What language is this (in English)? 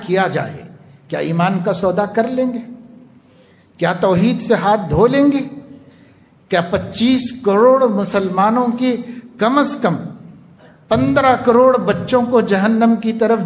Urdu